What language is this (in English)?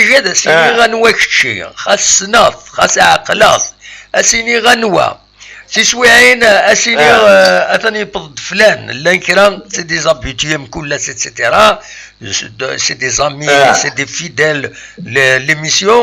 Kabyle